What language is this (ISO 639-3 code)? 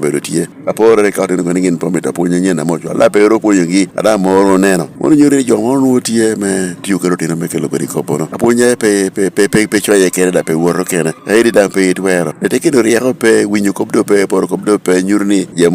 laj